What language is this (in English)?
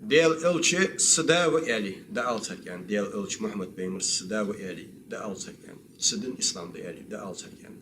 Ingush